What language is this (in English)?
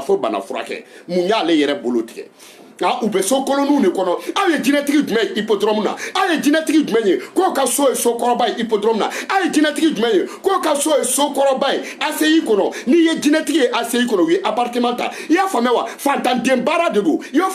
Bambara